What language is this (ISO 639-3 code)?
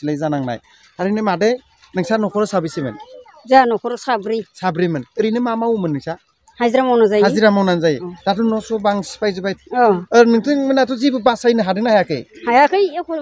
brx